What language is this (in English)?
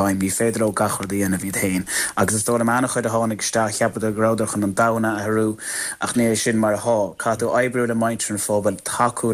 Irish